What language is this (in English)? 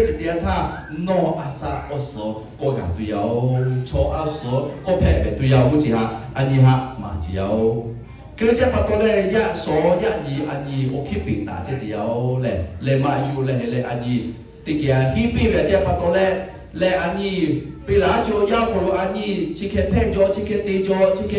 Lahu